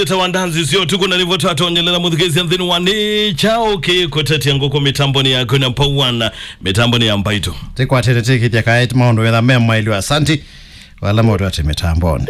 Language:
Kamba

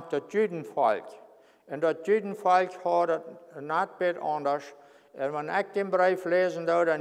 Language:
Plautdietsch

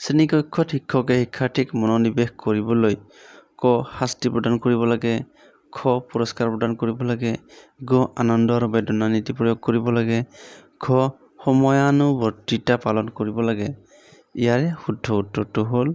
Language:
Assamese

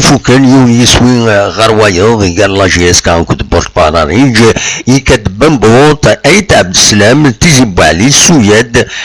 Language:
Kabyle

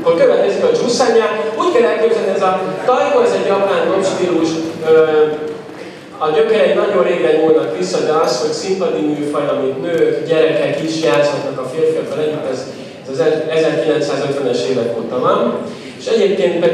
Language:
Hungarian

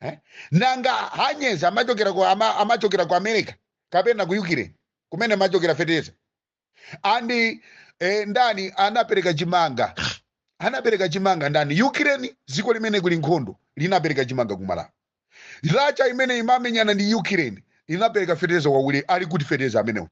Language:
Nyanja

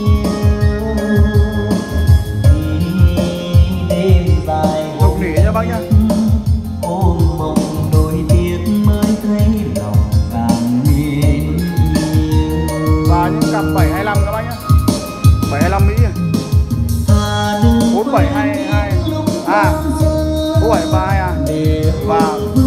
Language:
Vietnamese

